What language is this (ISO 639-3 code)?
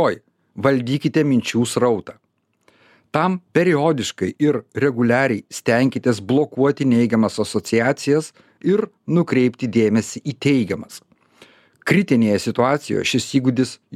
lit